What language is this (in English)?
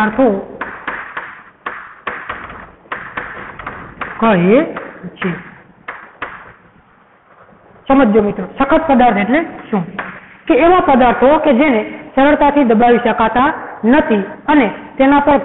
Gujarati